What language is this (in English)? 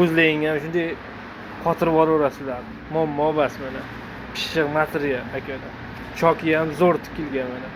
Uzbek